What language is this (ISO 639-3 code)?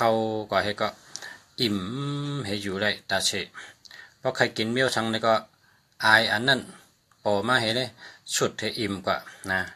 shn